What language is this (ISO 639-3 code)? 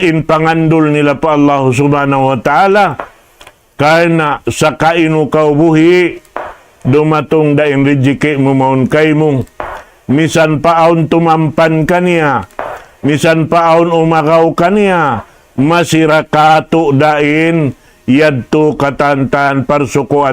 tsg